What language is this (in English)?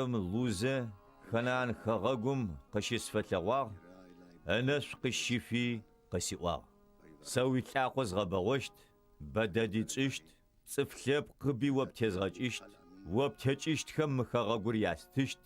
Adyghe